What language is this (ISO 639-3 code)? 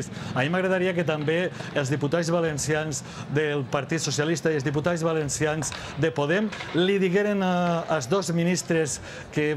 cat